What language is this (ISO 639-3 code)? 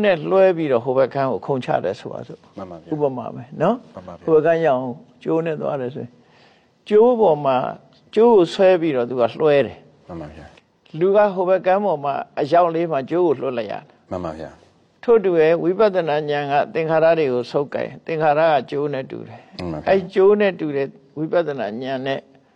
mya